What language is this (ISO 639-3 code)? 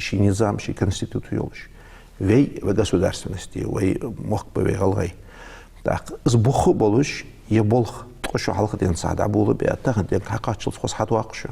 inh